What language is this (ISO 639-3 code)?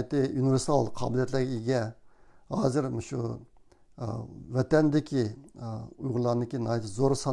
uig